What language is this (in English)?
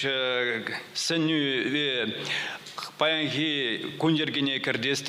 Chuvash